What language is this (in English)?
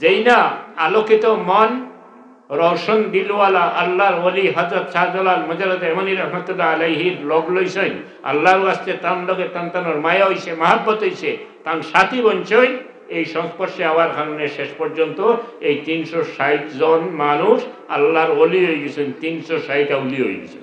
Sylheti